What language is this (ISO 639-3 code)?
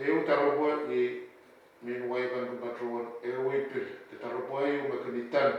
pon